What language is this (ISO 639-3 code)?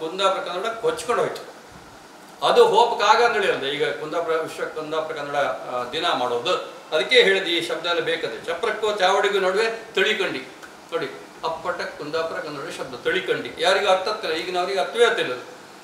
kan